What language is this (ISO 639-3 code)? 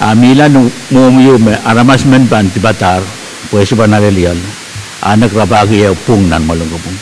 pon